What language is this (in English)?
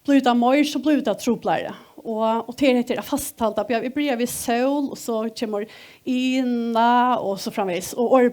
Faroese